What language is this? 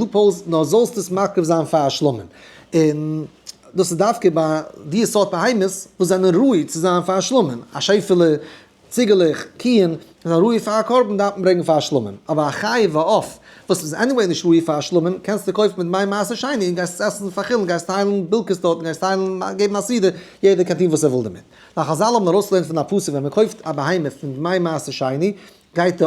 Yiddish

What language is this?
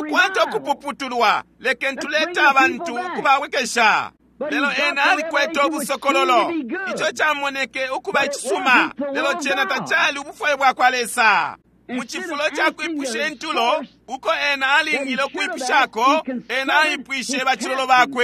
Bemba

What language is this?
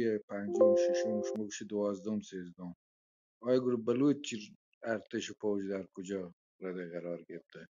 Baluchi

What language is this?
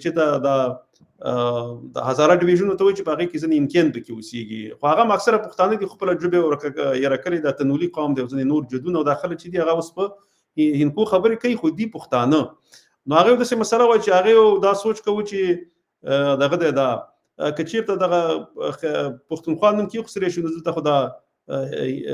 Pashto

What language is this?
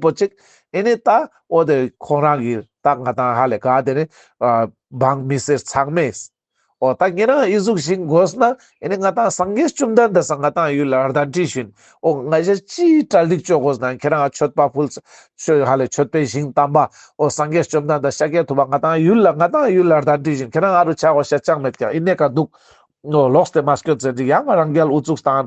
Ladakhi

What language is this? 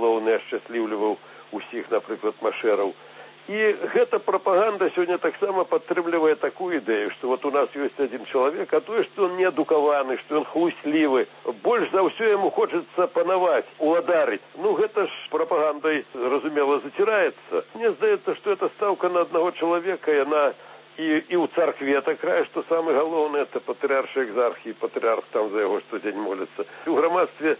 Belarusian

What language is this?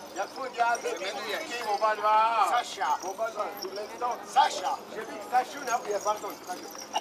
Czech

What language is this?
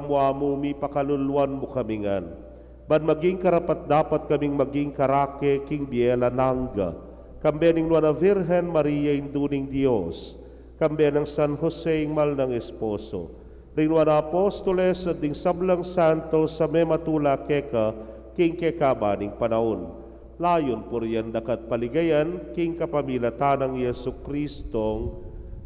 Pampanga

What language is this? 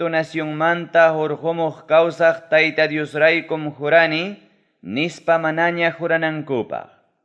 Ayacucho Quechua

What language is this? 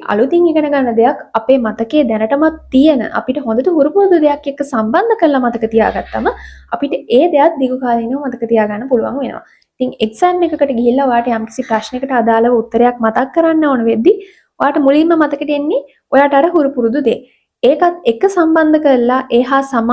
Sinhala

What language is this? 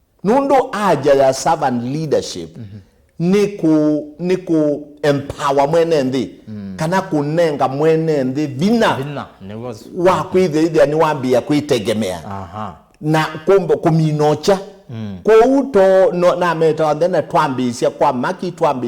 Kamba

